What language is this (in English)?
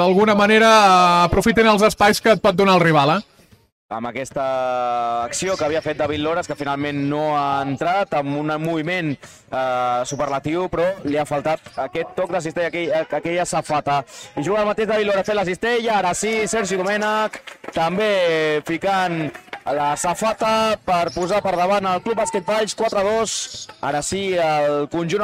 Catalan